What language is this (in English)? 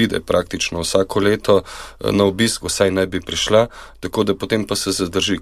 Slovenian